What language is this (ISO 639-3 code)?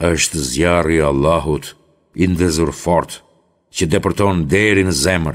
sqi